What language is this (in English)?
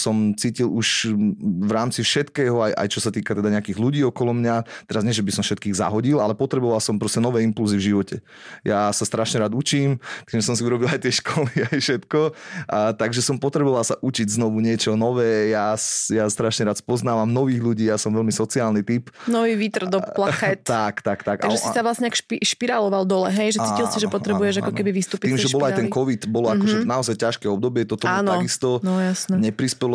Slovak